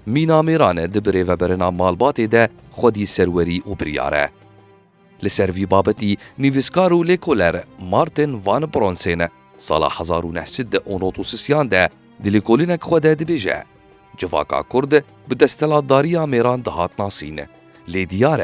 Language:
Kurdish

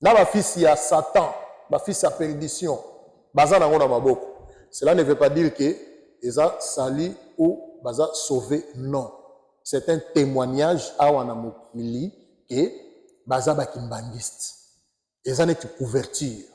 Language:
Lingala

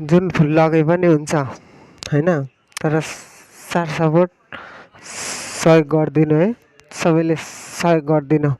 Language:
Nepali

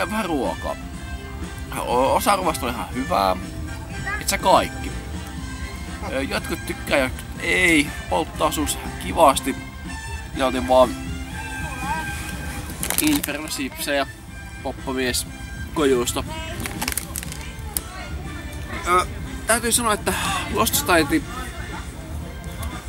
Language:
Finnish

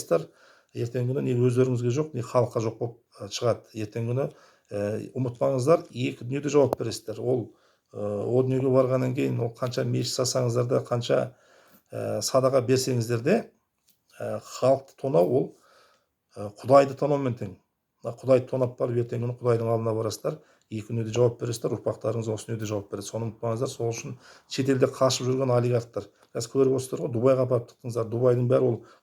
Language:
Kazakh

